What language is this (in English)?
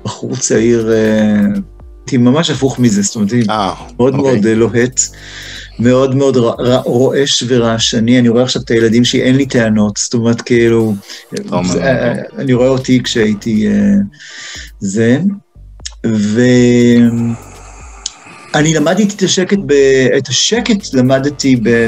Hebrew